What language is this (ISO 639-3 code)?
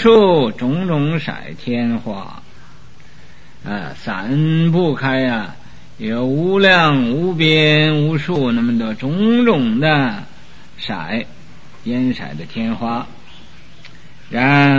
zho